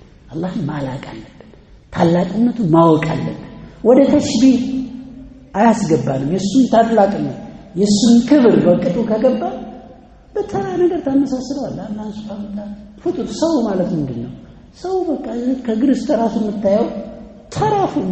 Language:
Amharic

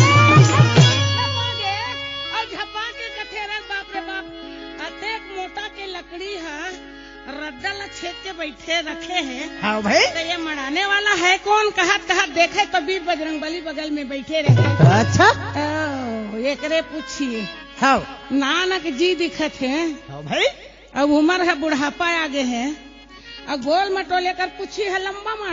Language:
Chhattisgarhi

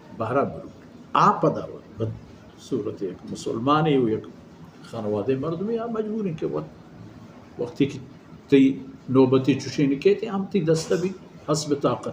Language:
Baluchi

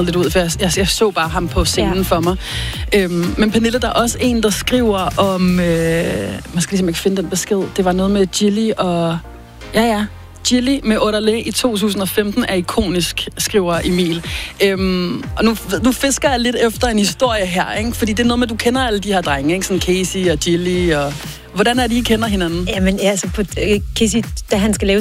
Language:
Danish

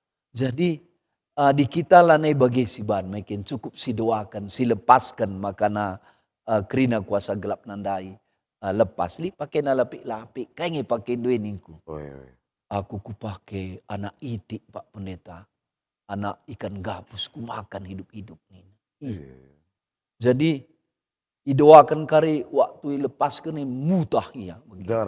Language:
Batak Karo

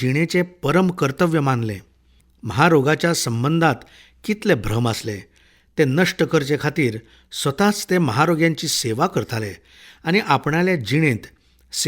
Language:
Konkani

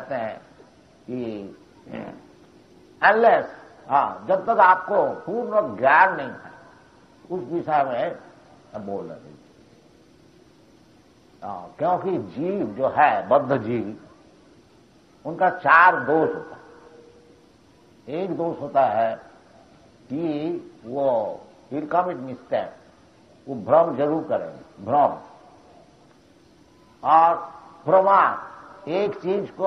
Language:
Hindi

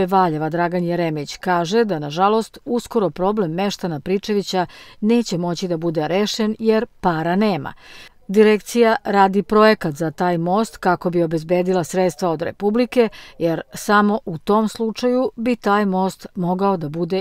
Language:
Serbian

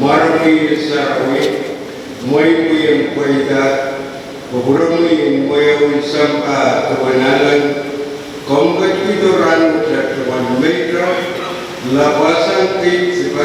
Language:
Pohnpeian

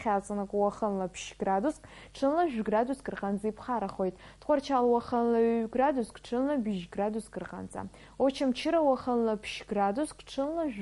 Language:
Abkhazian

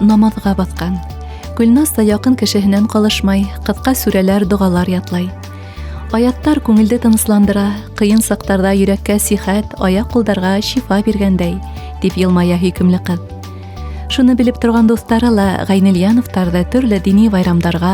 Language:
Bashkir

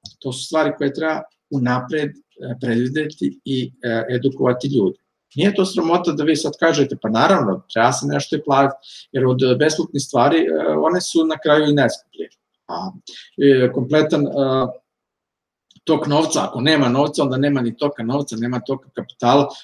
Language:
Serbian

